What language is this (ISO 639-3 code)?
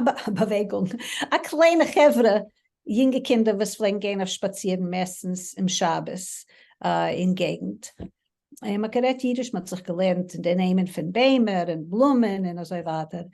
yid